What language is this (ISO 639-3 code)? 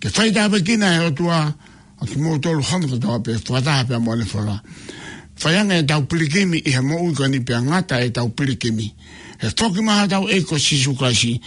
ton